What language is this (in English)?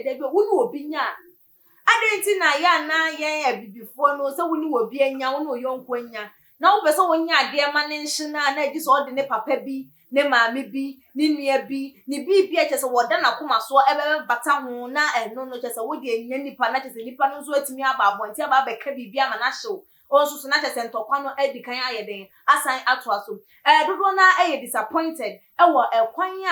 Akan